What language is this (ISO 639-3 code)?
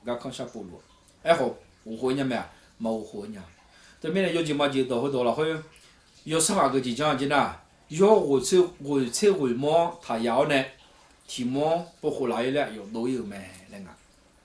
ahk